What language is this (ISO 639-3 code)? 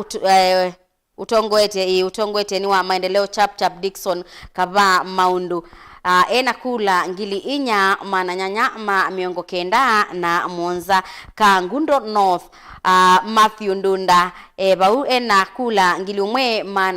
kam